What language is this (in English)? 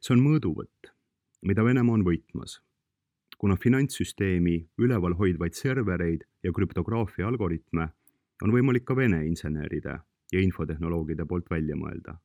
Estonian